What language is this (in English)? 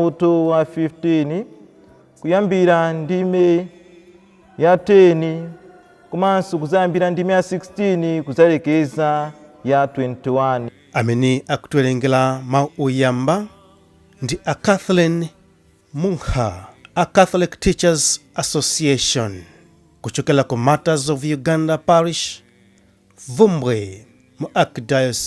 Nyanja